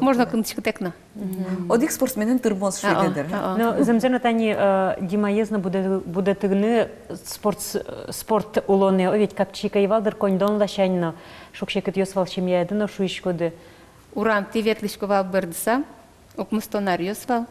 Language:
Udmurt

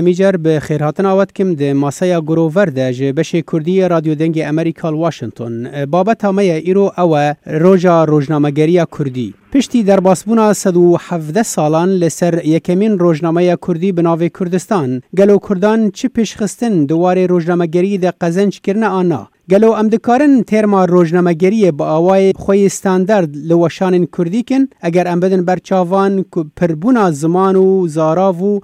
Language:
Kurdish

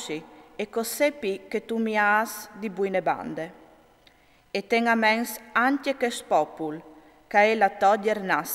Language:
Friulian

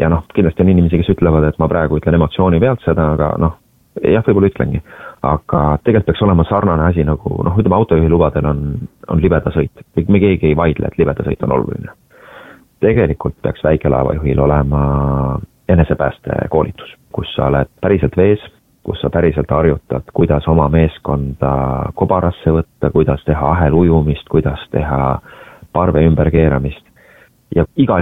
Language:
Estonian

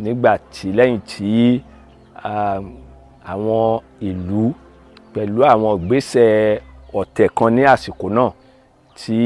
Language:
Yoruba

